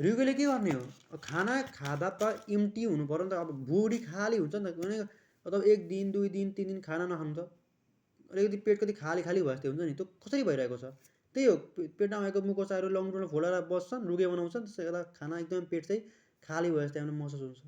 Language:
Nepali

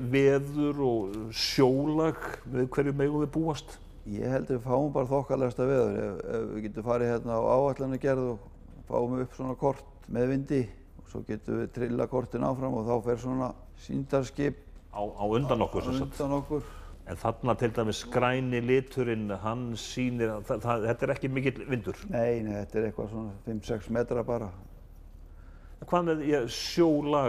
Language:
Icelandic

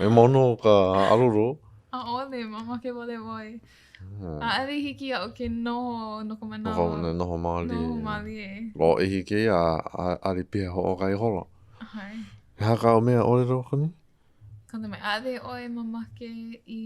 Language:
Hawaiian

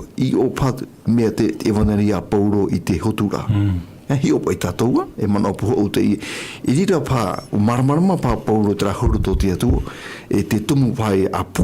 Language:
Tahitian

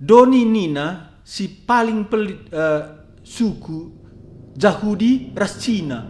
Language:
Batak Karo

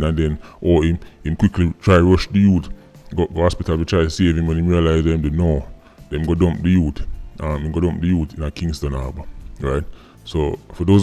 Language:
Jamaican Creole English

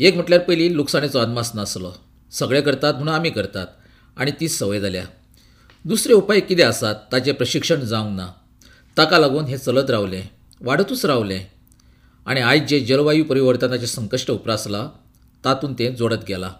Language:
Konkani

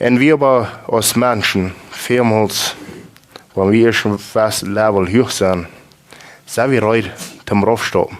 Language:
Plautdietsch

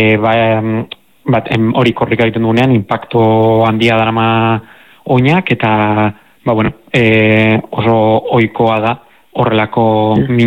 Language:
Basque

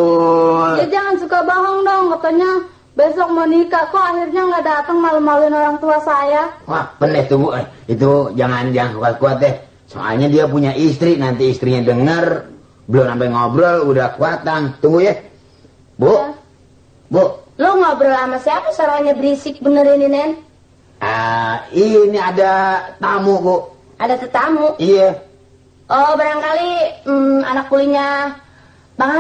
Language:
Betawi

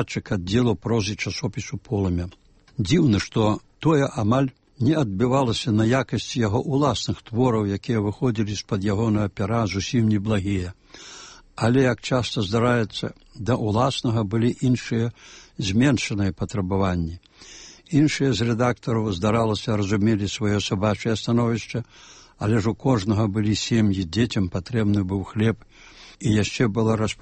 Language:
Belarusian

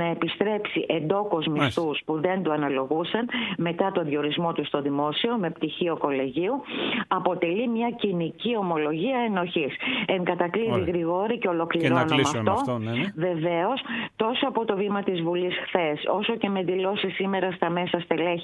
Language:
Greek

